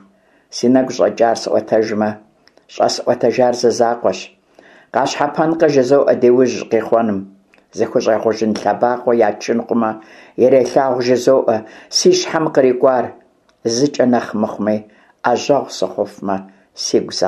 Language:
Kabardian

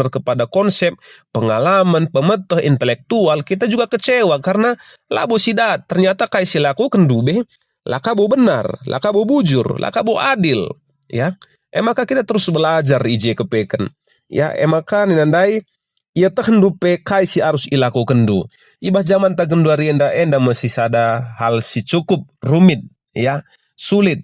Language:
Batak Karo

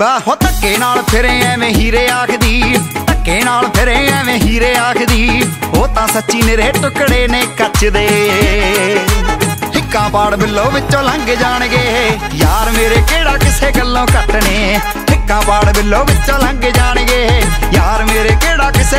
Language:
Punjabi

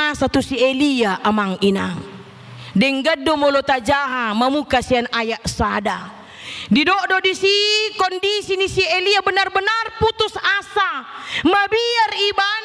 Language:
Batak Toba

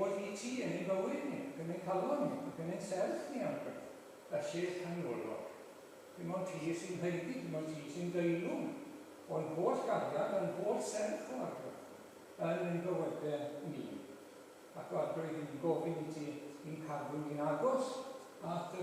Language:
Welsh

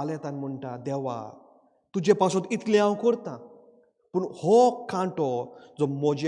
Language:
Konkani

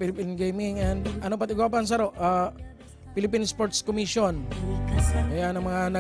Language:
Bikol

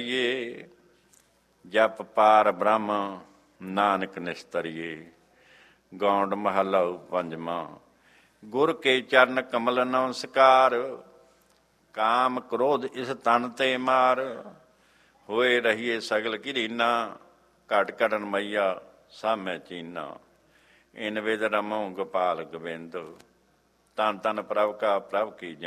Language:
Punjabi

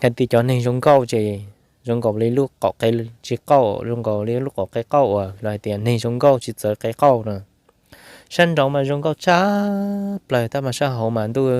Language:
Hmong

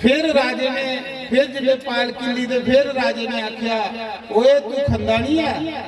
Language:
Dogri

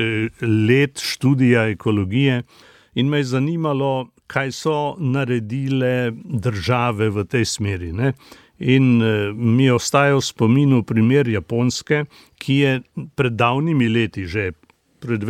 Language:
Slovenian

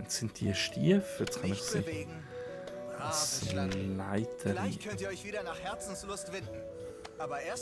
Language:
Swiss German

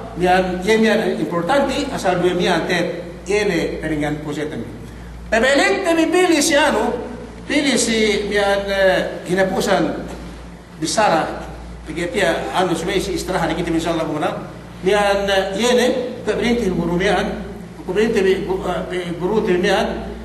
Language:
Yakan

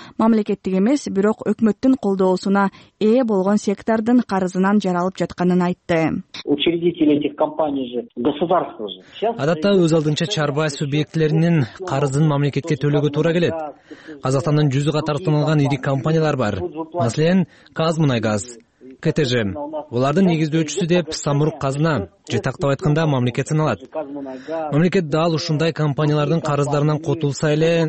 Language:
Kyrgyz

